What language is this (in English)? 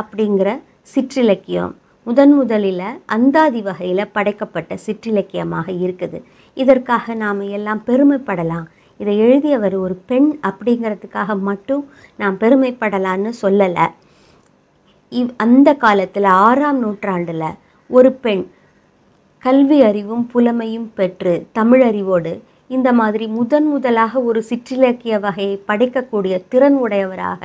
Tamil